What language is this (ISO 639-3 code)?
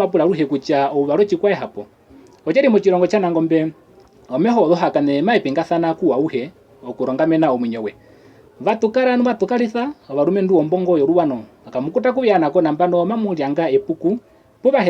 her